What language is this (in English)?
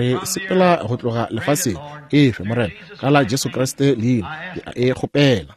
Northern Sotho